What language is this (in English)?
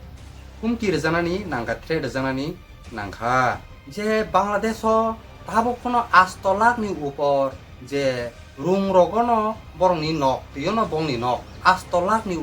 Kok Borok